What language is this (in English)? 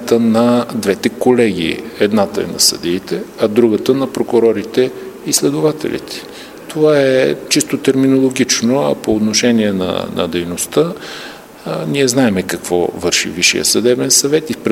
Bulgarian